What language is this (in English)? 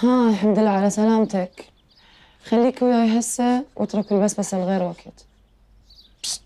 Mesopotamian Arabic